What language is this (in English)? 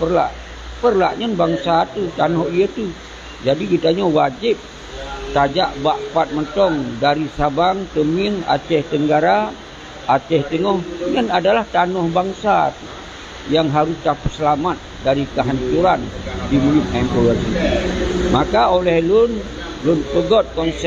Achinese